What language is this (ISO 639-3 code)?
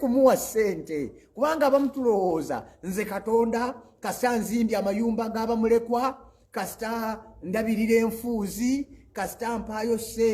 lug